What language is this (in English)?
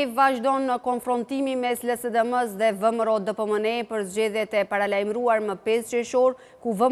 Albanian